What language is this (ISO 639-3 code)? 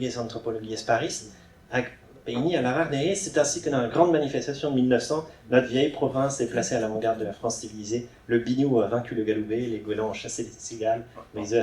bre